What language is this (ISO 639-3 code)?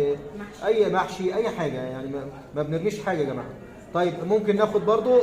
arz